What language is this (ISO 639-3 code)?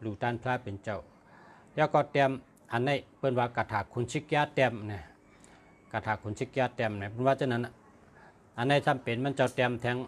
shn